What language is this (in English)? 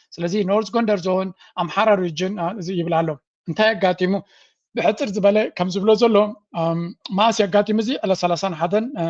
Tigrinya